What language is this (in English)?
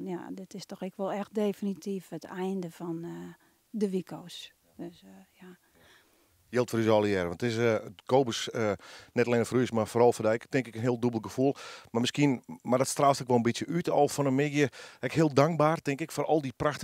Western Frisian